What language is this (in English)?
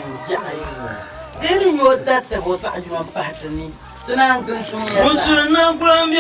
Dagbani